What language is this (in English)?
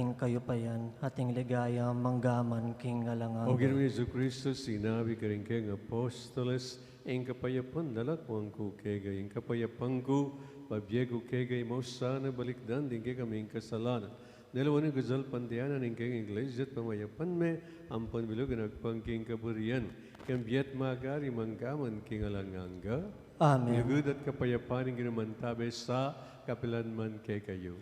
Pampanga